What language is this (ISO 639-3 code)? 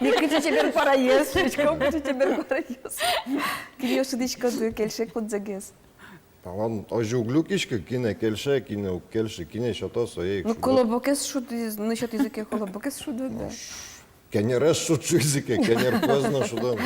udm